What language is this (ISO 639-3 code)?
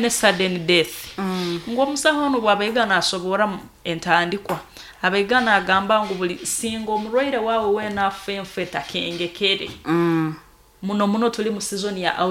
nyo